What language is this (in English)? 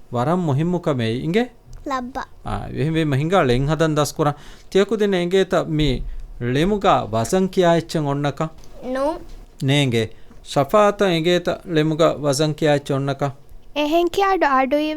Divehi